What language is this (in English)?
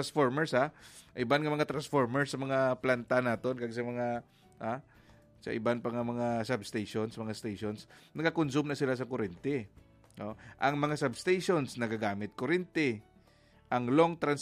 Hiligaynon